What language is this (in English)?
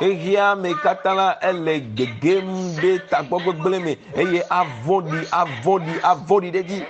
Ewe